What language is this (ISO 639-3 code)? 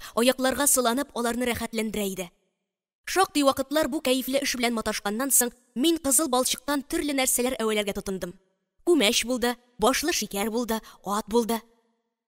tat